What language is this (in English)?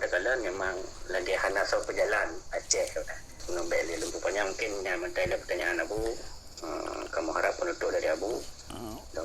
Achinese